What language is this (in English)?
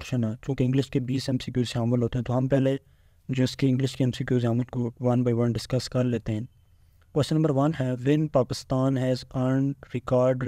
Urdu